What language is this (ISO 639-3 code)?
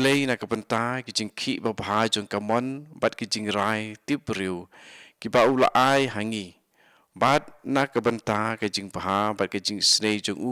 kha